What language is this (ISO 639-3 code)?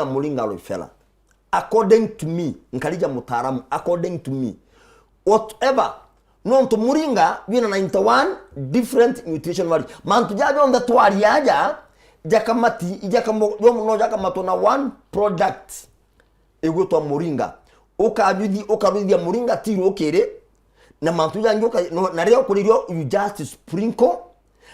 mer